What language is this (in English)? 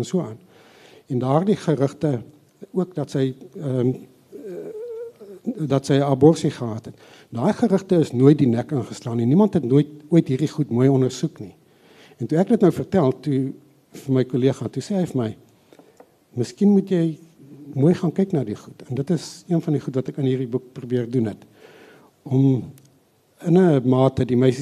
Afrikaans